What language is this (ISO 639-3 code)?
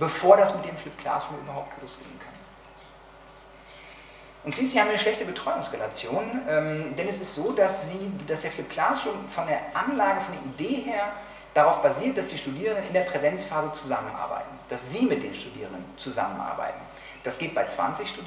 deu